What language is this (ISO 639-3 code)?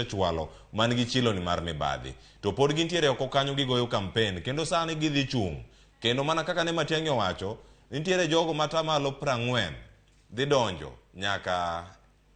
luo